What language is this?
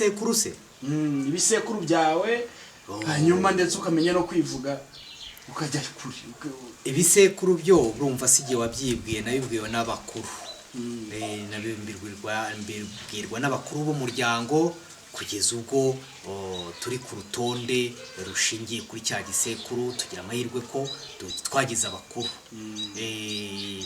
Kinyarwanda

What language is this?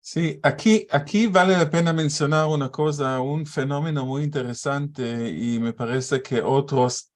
Ladino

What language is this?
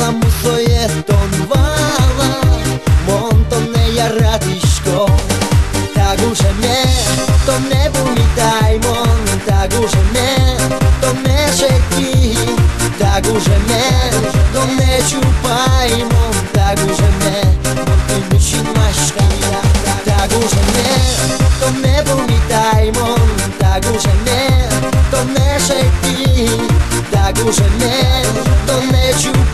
Udmurt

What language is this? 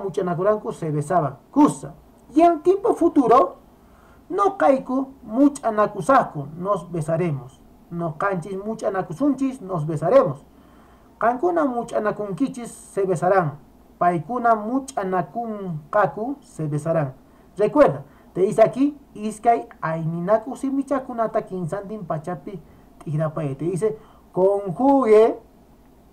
Quechua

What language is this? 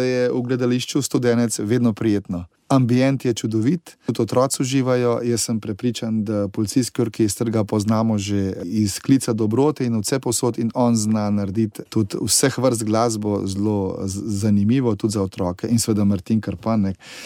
Slovenian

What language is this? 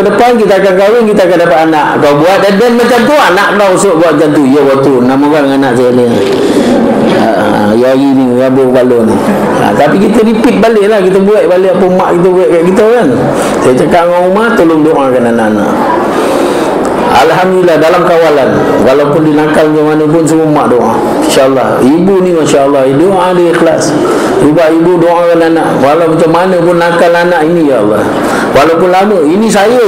Malay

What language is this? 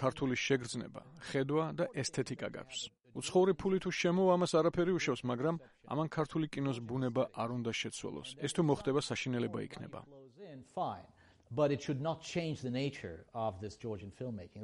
Georgian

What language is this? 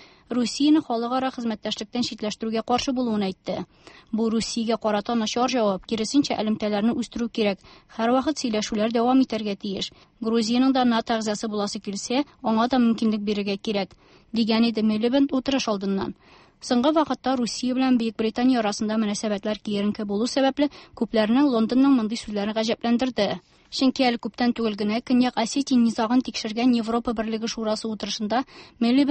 Tatar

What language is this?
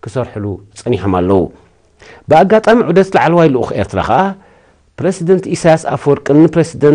Tigrinya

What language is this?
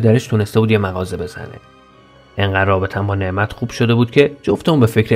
Persian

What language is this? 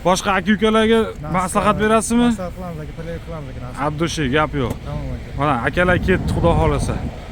Uzbek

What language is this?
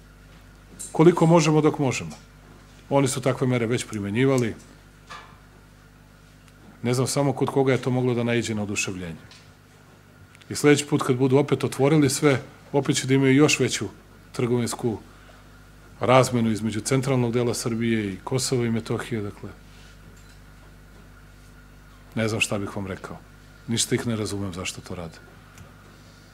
Serbian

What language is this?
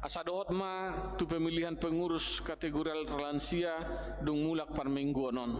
Batak Toba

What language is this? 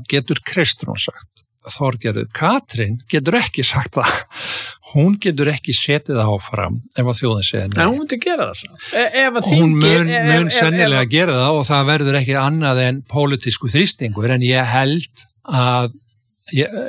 Icelandic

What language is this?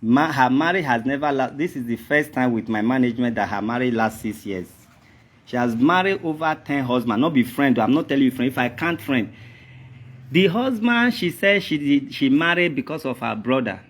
Nigerian Pidgin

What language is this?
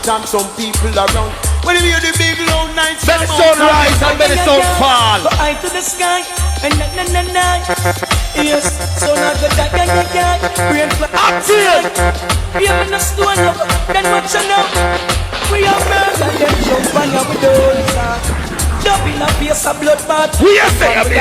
Jamaican Creole English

